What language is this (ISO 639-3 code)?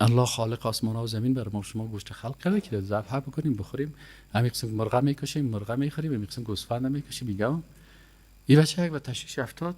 fas